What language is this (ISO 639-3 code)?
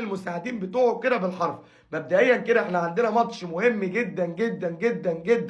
arz